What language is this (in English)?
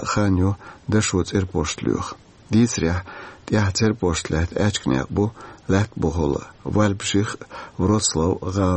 Chechen